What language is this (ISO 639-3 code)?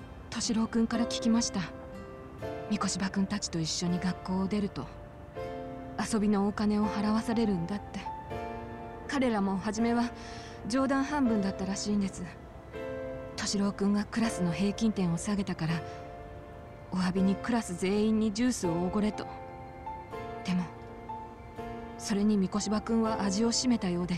jpn